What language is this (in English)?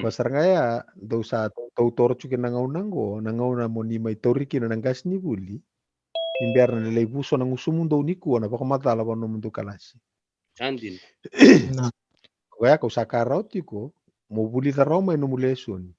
Fijian